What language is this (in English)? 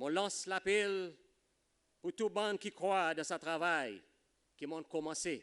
Seselwa Creole French